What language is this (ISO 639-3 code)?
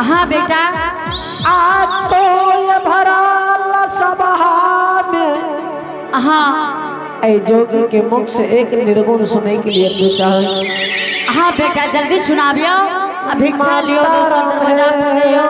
anp